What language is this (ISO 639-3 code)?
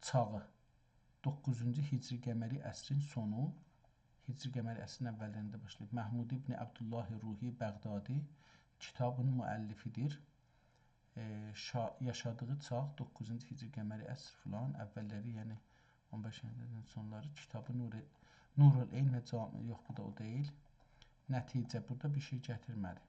azb